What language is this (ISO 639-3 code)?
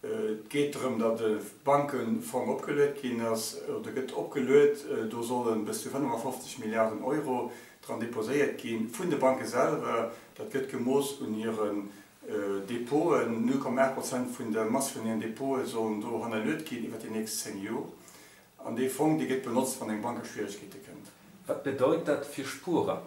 ltz